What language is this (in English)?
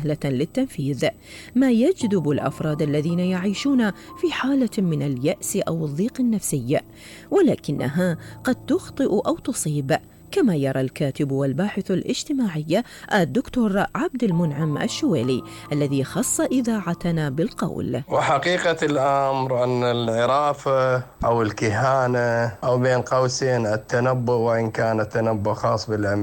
Arabic